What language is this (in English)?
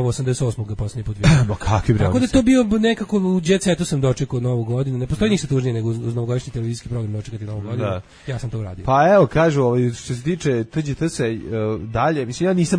Serbian